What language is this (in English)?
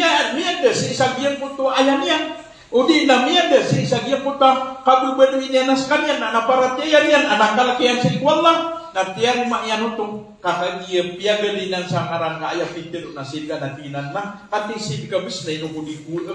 Maranao